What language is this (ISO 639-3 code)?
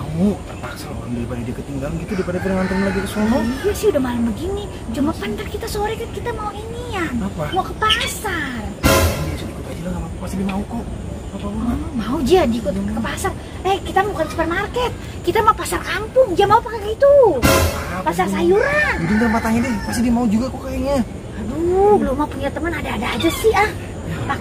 bew